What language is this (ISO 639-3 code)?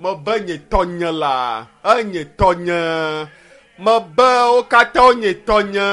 ewe